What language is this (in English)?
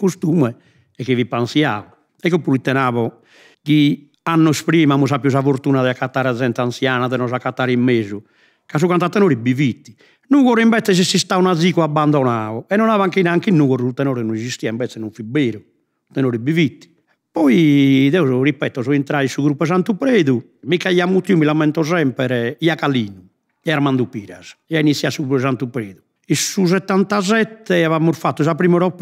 Sardinian